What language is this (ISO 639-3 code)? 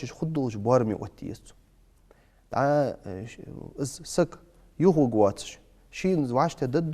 inh